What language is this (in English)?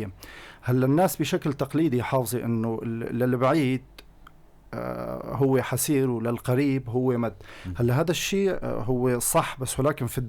North Levantine Arabic